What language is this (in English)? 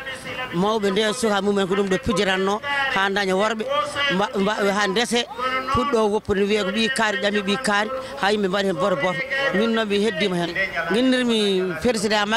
Fula